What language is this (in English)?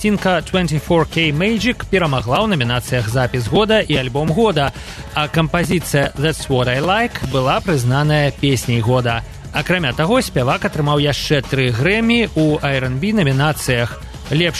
Belarusian